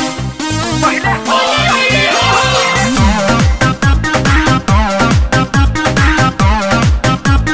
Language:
Bhojpuri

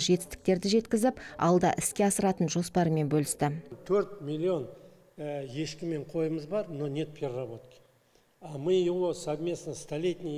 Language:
Kazakh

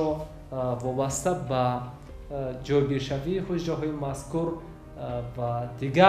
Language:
Tajik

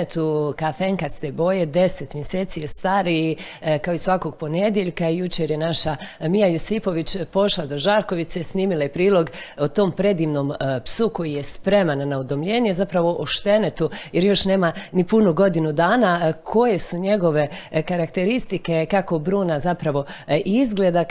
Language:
Croatian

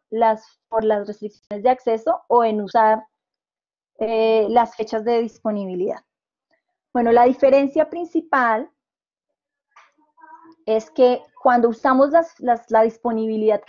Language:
Spanish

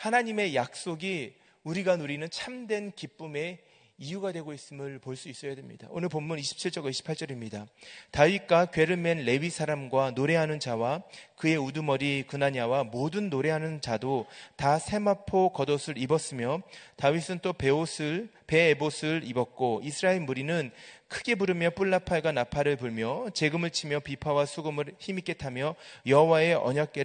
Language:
Korean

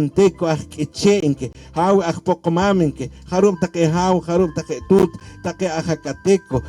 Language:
Poqomchi'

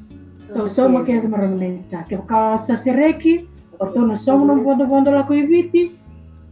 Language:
Fijian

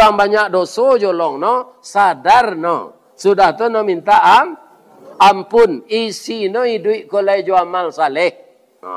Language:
Minangkabau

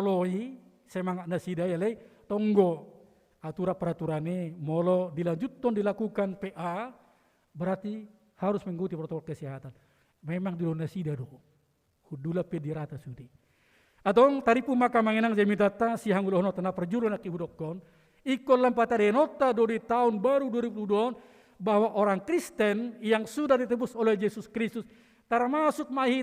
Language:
Batak Toba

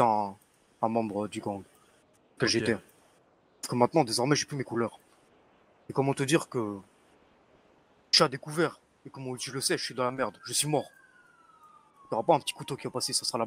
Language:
French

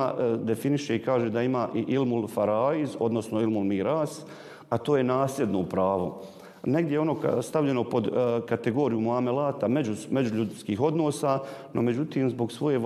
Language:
Bosnian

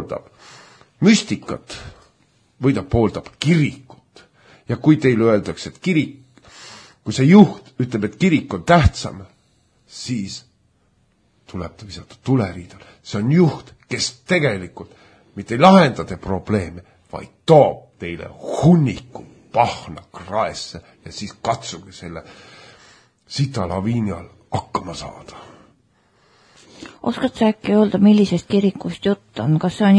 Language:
Estonian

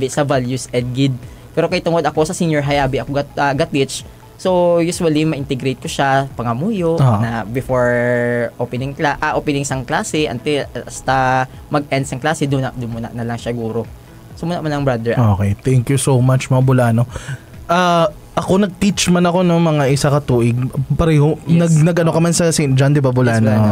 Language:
Hiligaynon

